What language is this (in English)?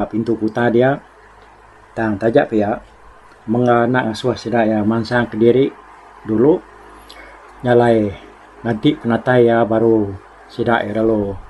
Iban